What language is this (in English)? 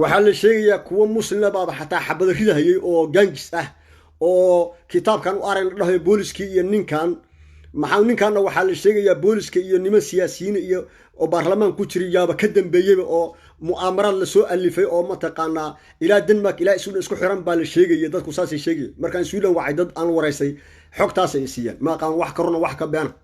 Somali